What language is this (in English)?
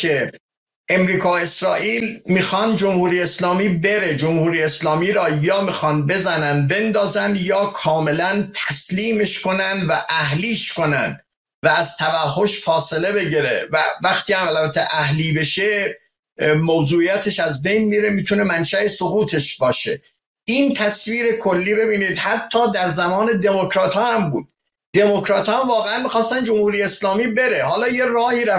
Persian